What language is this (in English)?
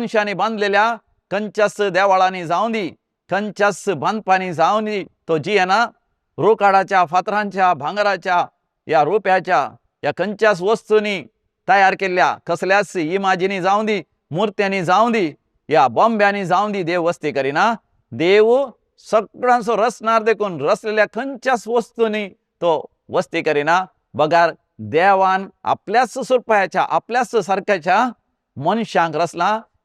Konkani